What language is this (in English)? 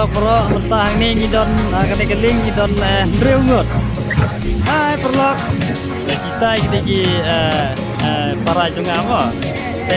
Khasi